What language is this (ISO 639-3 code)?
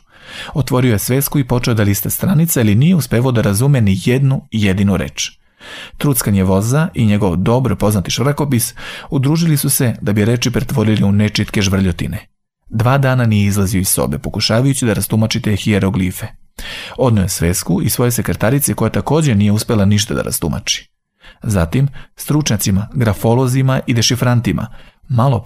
srp